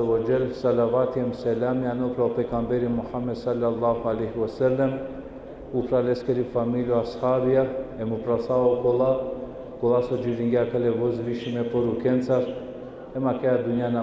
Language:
Balkan Romani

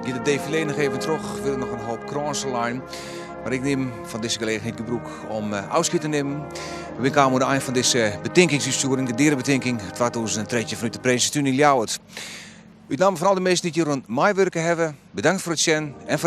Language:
Western Frisian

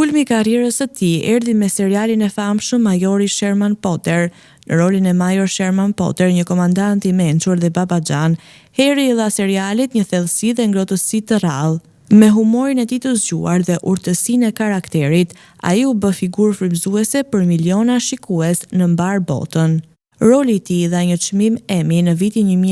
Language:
Albanian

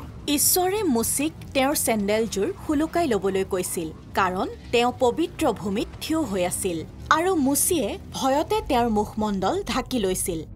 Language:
Assamese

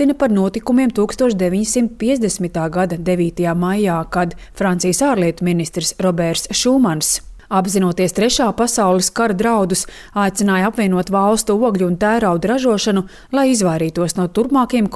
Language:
Latvian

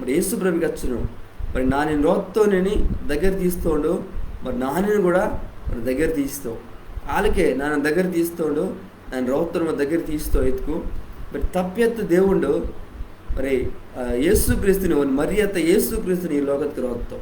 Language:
Koya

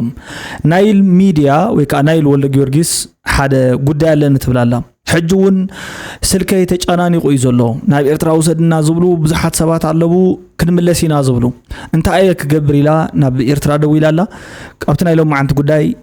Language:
Tigrinya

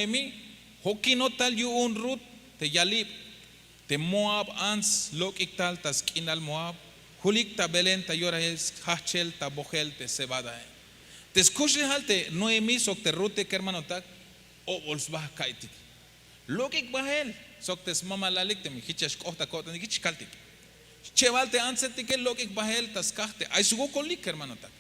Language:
Tzeltal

